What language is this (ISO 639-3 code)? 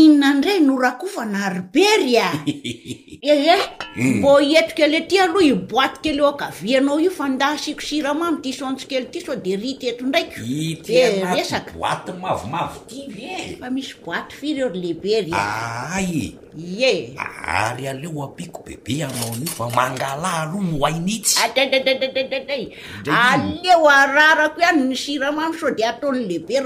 mlg